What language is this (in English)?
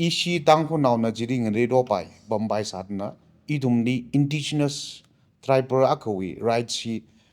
Tangkhul Naga (India)